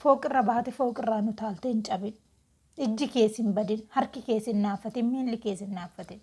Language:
Oromo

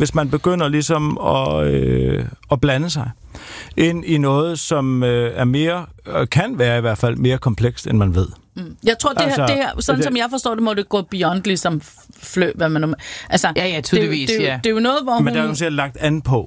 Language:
Danish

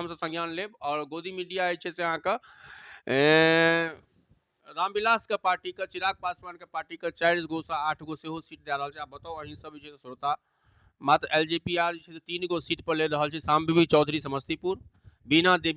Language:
Maithili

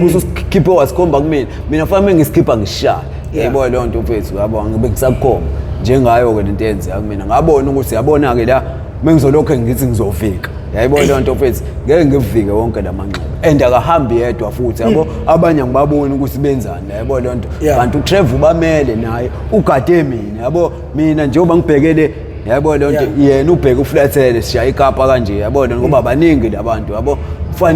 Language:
Zulu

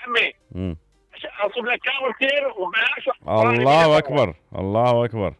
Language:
Mesopotamian Arabic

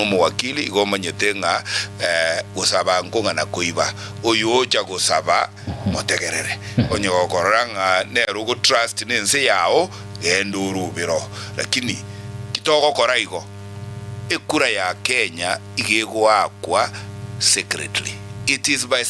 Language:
Gusii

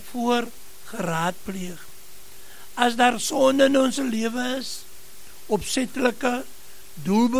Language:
Afrikaans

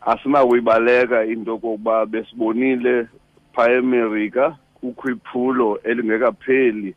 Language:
Xhosa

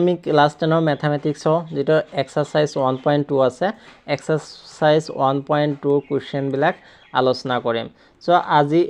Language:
Assamese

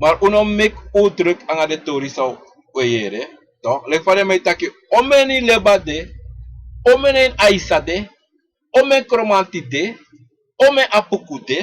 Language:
Sranan Tongo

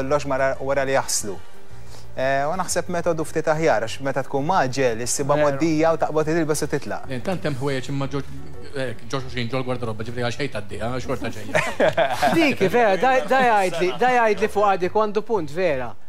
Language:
Maltese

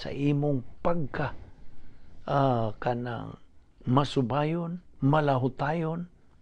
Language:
Cebuano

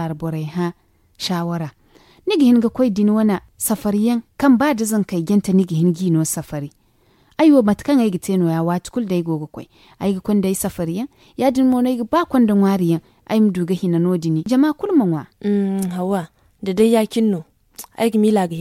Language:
Zarma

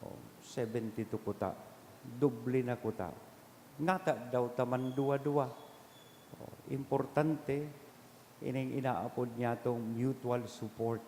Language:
Bikol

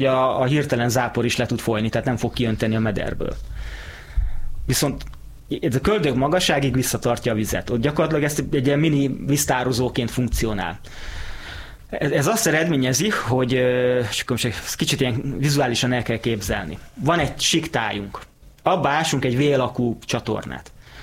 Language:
Hungarian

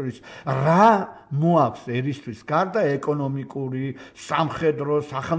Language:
Georgian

